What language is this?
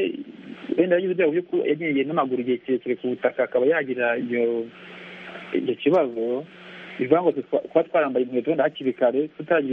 Kinyarwanda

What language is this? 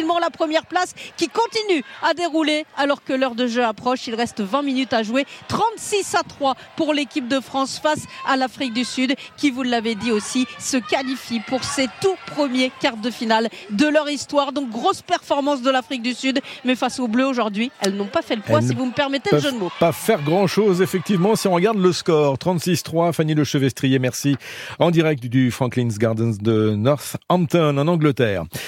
French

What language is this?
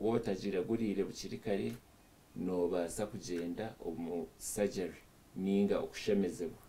Nyankole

